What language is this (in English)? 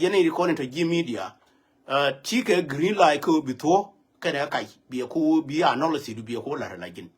Nuer